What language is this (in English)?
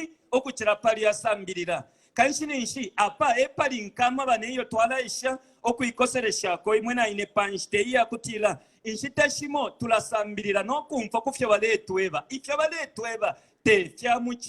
Bemba